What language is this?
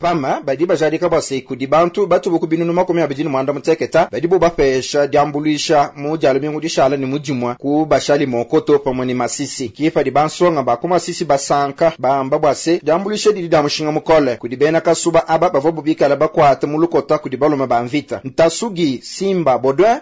Luba-Lulua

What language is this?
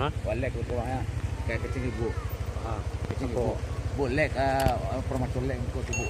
Minangkabau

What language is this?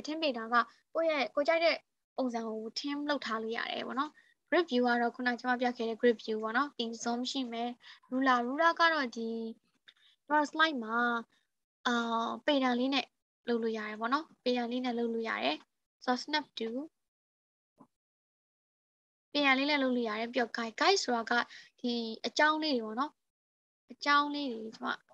Burmese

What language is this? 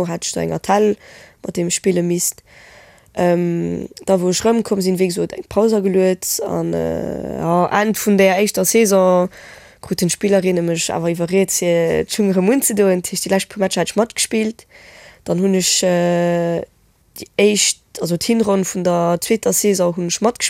Luxembourgish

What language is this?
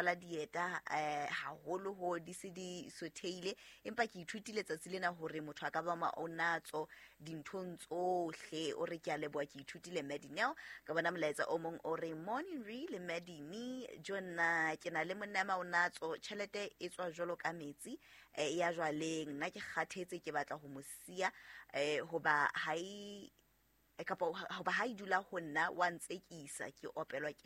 Southern Sotho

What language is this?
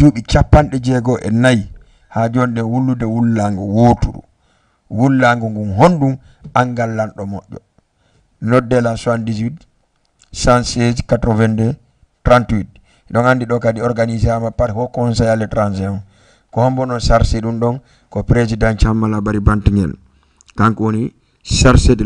Fula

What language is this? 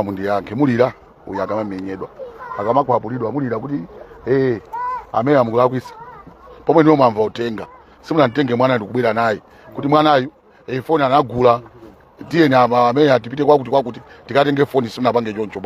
Nyanja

